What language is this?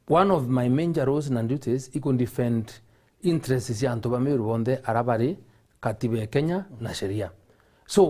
Meru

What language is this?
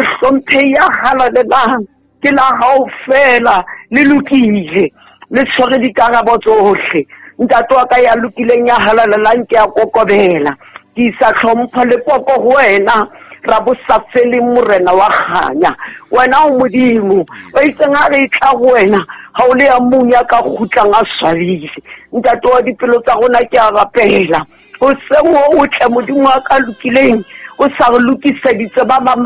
Southern Sotho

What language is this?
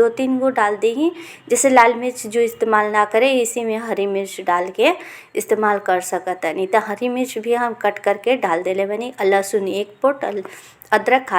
Bhojpuri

